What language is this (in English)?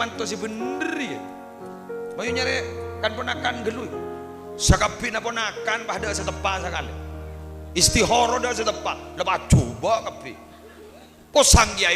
Madurese